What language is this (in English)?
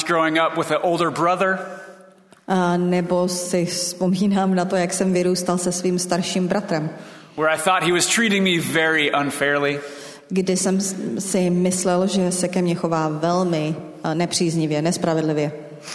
Czech